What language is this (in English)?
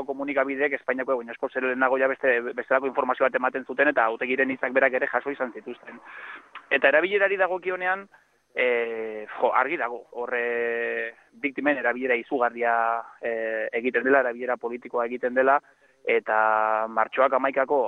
Basque